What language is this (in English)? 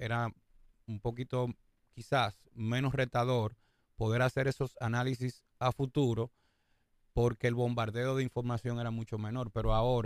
Spanish